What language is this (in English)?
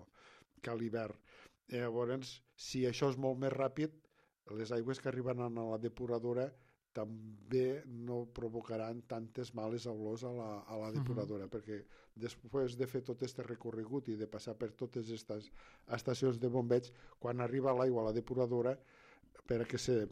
Catalan